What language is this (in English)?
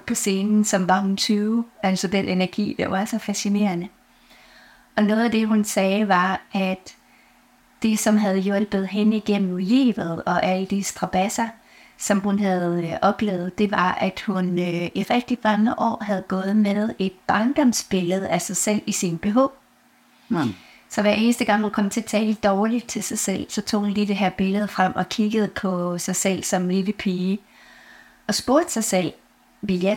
Danish